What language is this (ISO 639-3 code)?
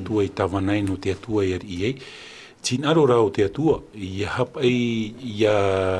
tah